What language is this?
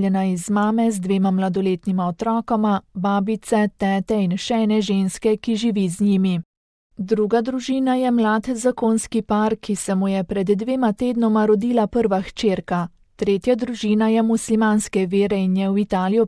Slovenian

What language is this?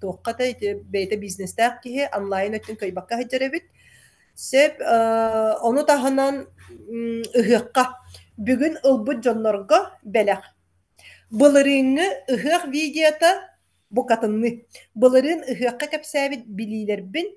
Yakut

